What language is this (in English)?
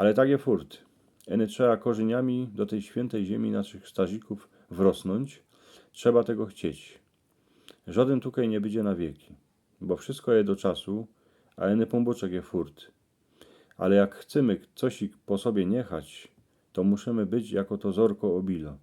Silesian